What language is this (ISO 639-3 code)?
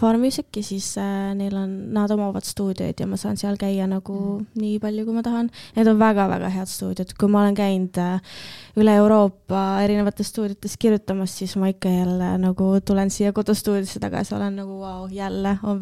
est